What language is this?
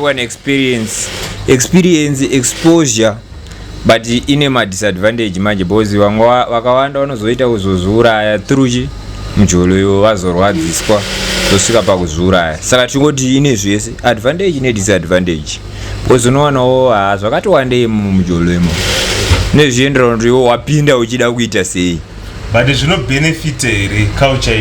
Shona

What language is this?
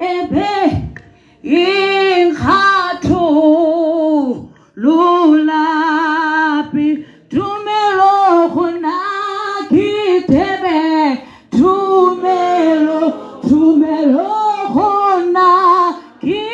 Tswana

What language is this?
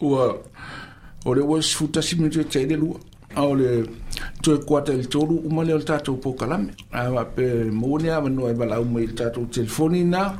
Samoan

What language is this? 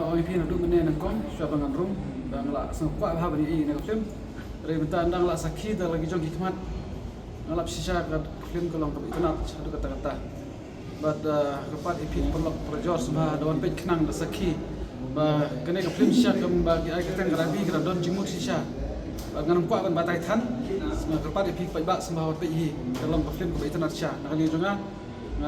Khasi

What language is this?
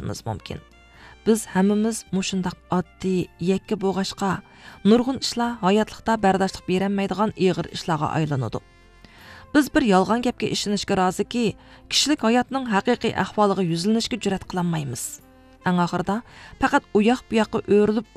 Uyghur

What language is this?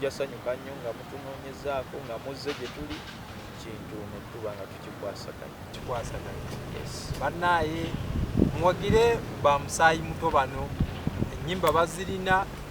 Ganda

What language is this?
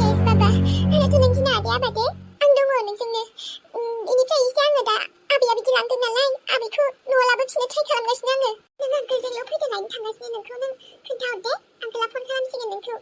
Bodo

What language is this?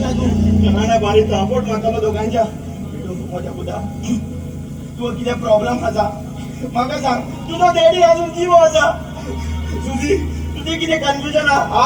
Konkani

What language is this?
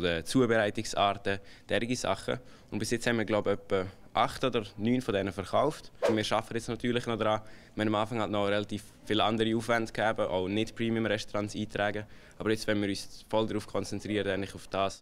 Swiss German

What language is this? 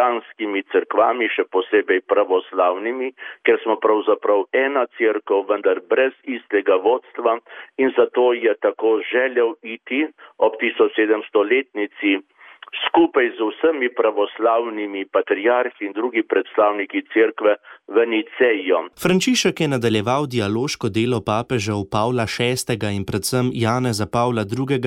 Slovenian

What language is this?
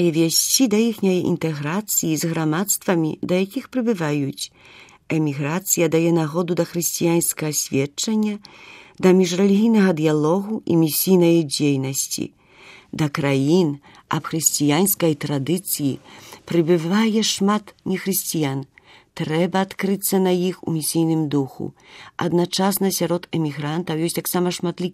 Belarusian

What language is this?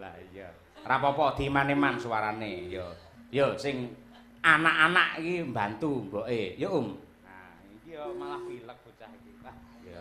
Javanese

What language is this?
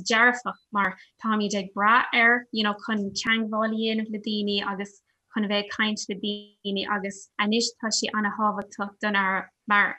Irish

